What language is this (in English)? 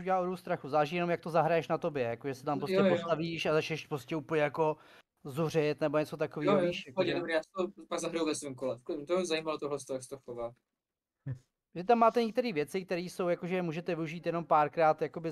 Czech